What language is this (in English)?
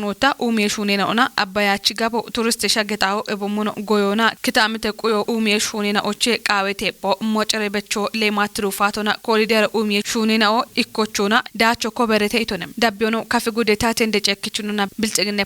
Kafa